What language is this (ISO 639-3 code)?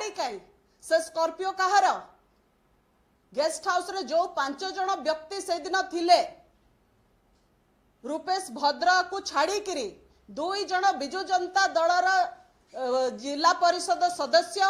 ori